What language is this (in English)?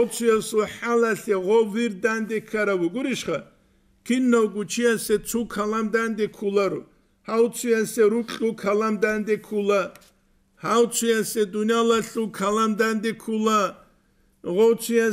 Avaric